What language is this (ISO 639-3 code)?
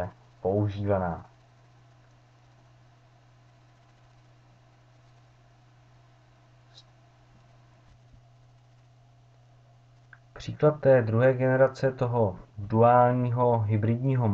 ces